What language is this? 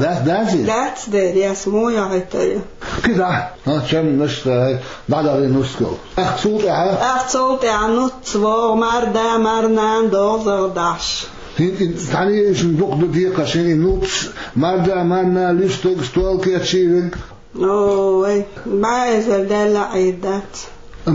Chechen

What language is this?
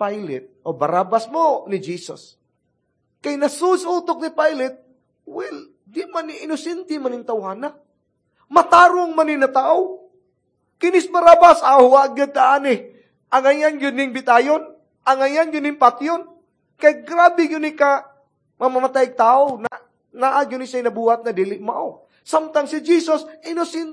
Cebuano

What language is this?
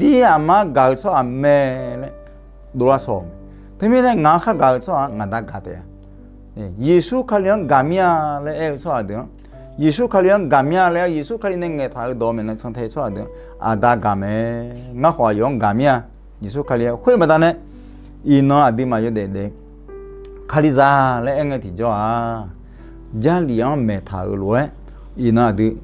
Akha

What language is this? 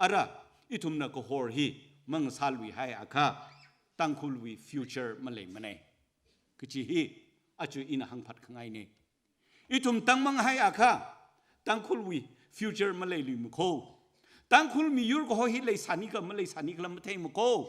Tangkhul Naga (India)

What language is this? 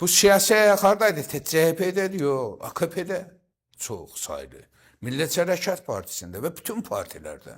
Azerbaijani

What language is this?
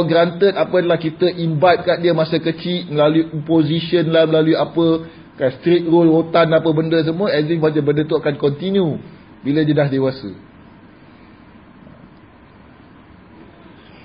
Malay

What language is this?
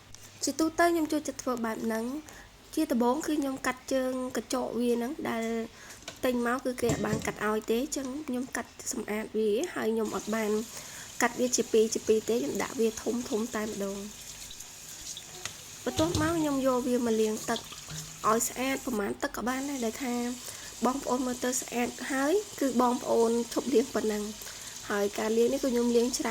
Khmer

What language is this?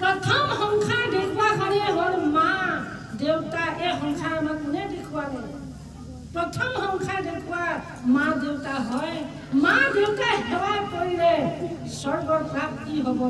Assamese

